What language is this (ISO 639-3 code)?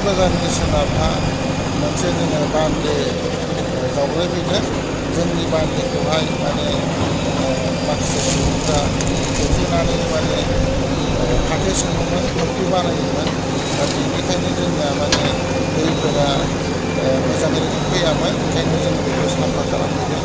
brx